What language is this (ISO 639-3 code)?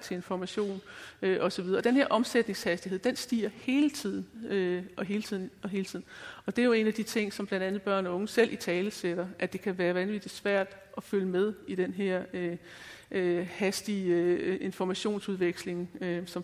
dan